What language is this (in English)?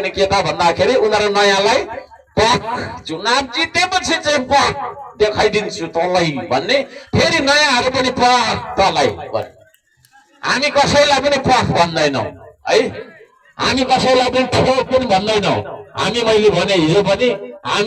Nepali